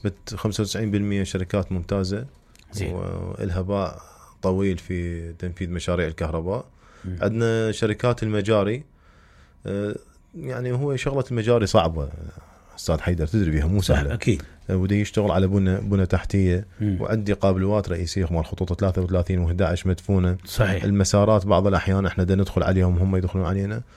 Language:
Mesopotamian Arabic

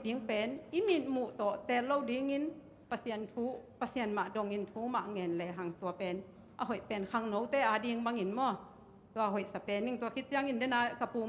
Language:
Tedim Chin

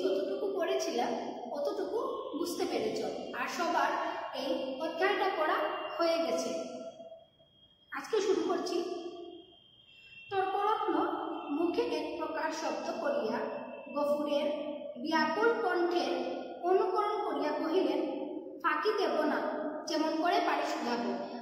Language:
Bangla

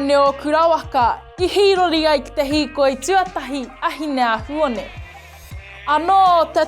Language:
Māori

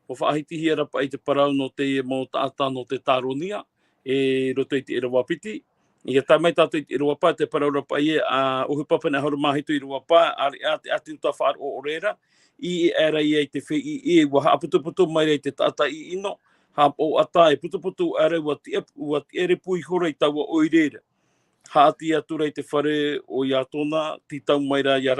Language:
Tahitian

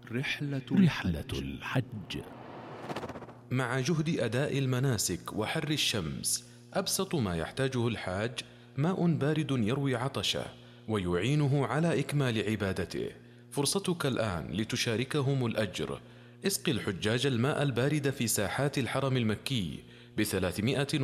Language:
Arabic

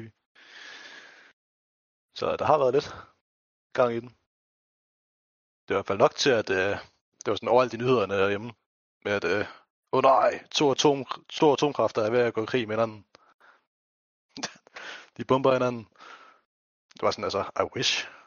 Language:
Danish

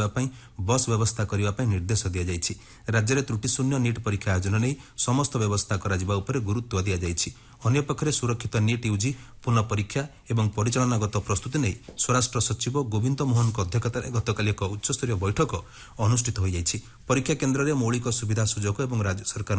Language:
Odia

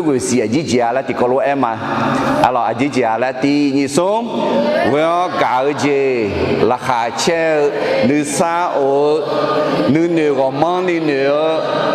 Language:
Akha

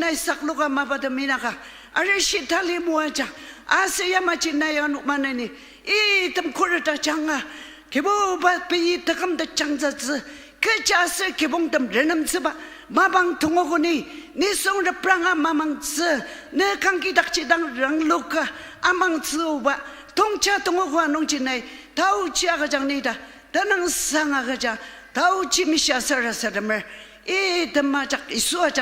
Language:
Ao Naga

